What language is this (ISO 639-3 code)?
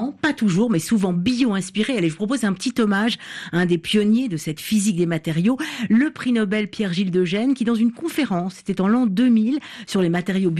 fra